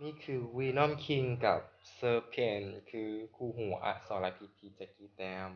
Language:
Lao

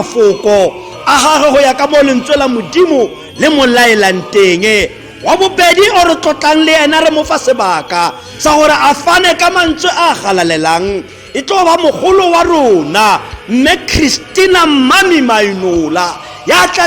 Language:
Tswana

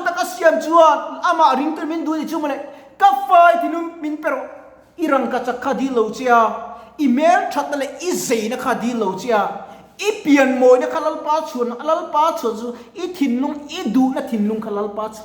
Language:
Mizo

